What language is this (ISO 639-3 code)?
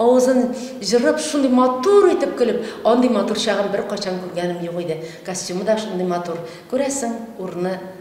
tat